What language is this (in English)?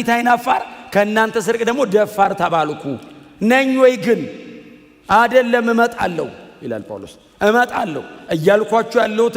Amharic